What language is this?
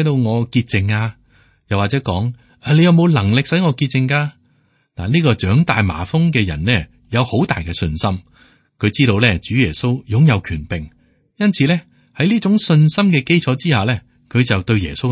Cantonese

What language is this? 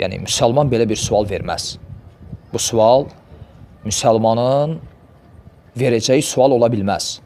Azerbaijani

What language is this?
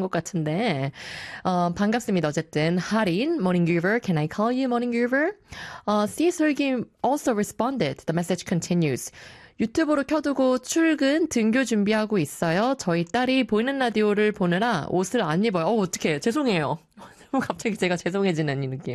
Korean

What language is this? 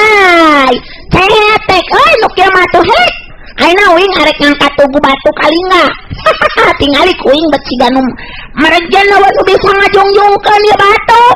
Sundanese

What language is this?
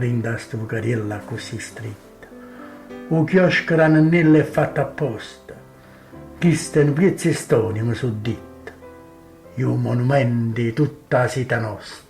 Neapolitan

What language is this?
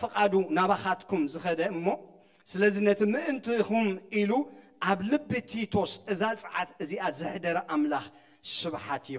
Tigrinya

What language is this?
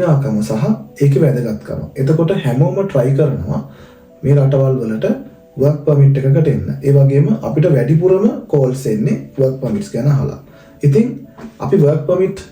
Sinhala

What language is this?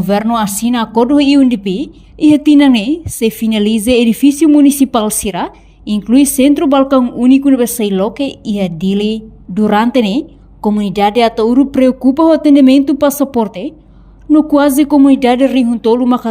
Tetum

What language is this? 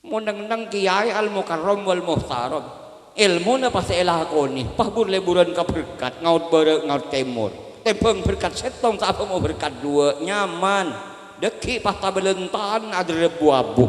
Madurese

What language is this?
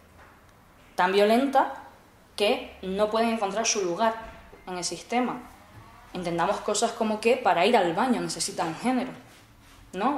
Spanish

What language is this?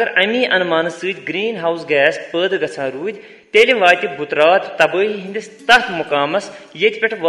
Kashmiri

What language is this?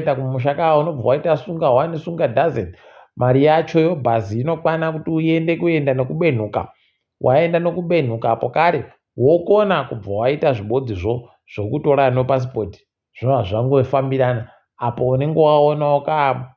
Ndau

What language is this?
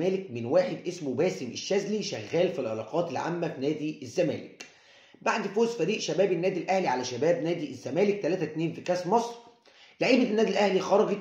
Egyptian Arabic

